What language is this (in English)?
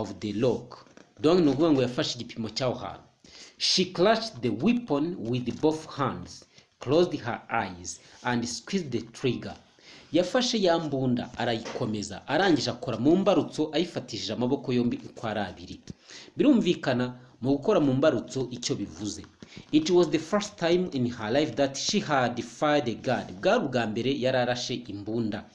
Kinyarwanda